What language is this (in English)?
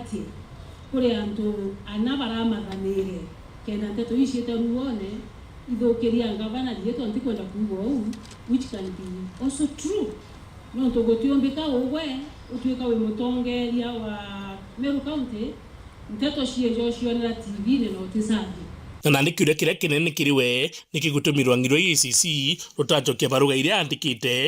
Meru